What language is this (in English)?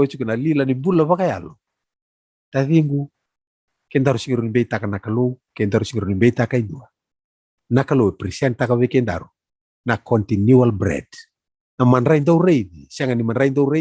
Fijian